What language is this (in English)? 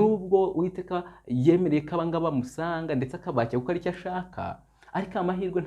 Kinyarwanda